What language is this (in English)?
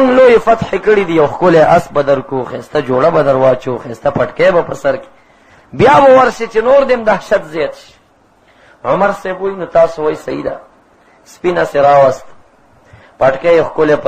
Pashto